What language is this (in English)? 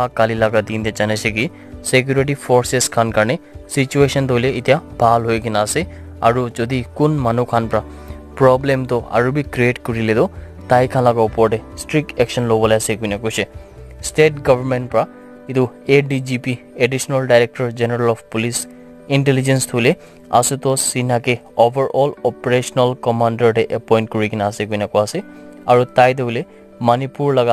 Naga Pidgin